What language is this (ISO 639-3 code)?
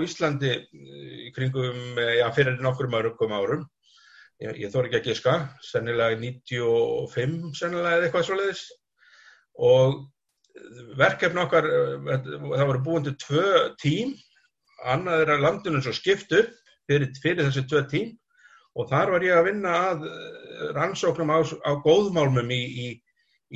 isl